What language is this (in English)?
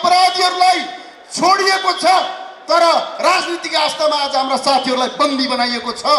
Nepali